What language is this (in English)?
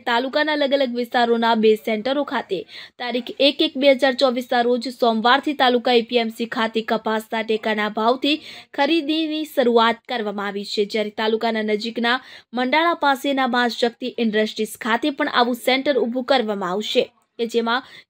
Gujarati